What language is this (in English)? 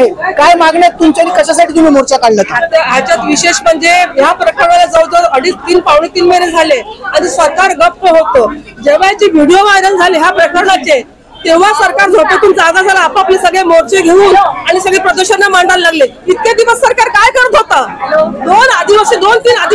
Marathi